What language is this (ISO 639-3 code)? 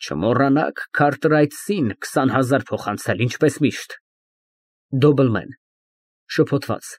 hye